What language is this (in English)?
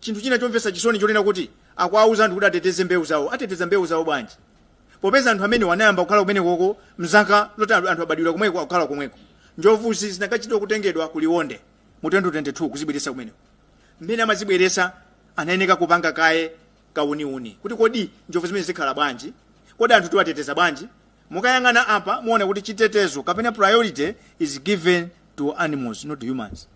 Nyanja